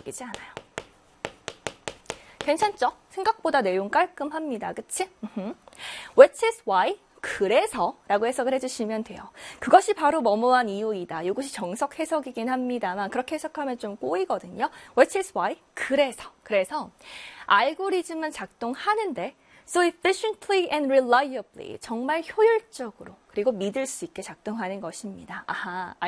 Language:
Korean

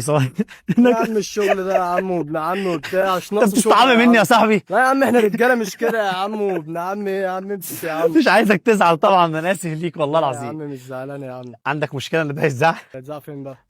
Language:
Egyptian Arabic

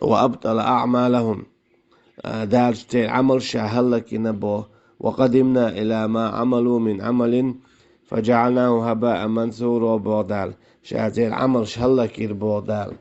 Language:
Chechen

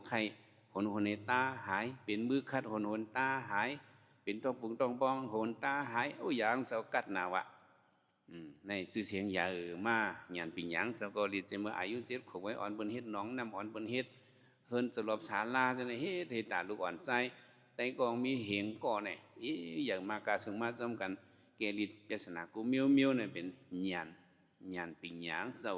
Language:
Shan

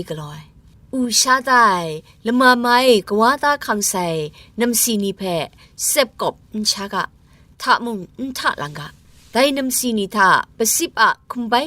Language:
Kachin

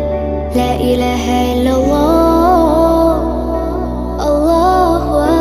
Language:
Arabic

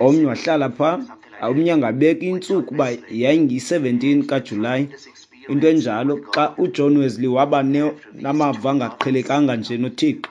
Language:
Xhosa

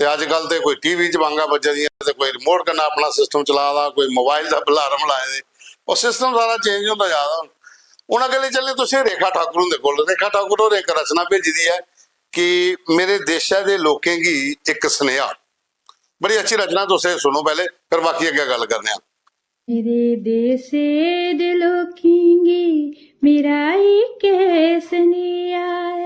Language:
Dogri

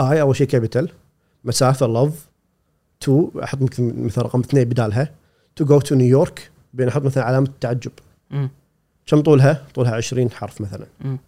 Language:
Gulf Arabic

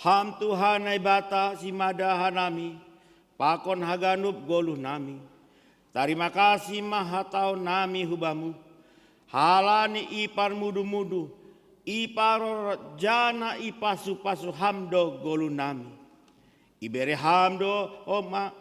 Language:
Batak Simalungun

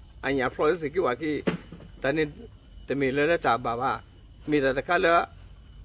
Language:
S'gaw Karen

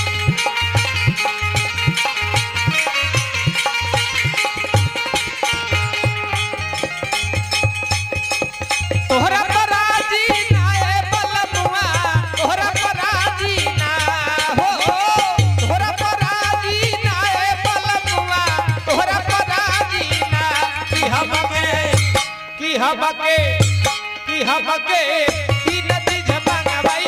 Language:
Bhojpuri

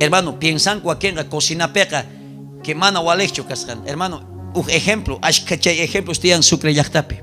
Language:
South Bolivian Quechua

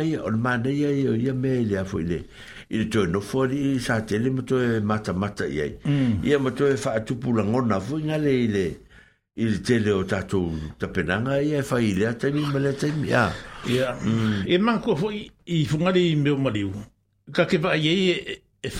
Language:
Samoan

